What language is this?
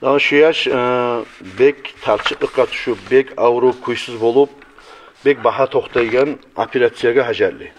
Kumyk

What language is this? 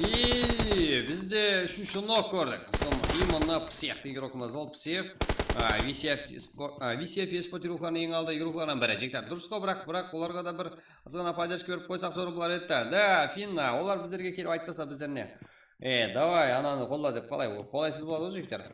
Kara-Kalpak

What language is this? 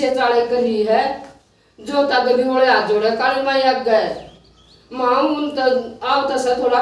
Haryanvi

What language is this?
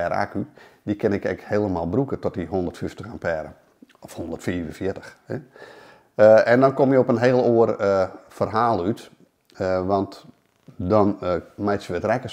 Western Frisian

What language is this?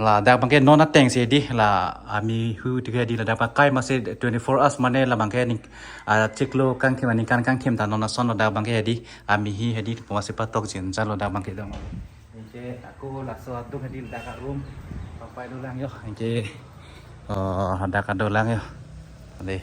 Karbi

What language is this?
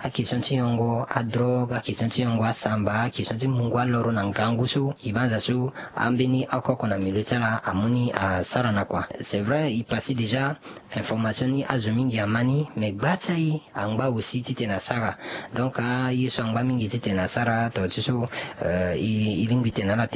Sango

